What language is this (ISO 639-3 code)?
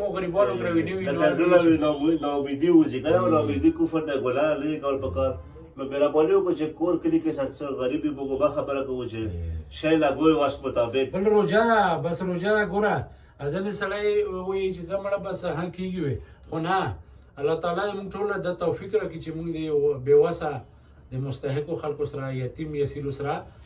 pus